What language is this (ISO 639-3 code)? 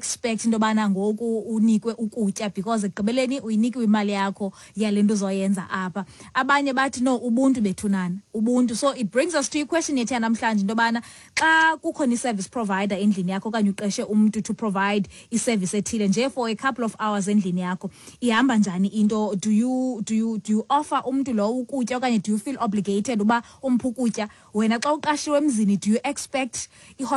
xho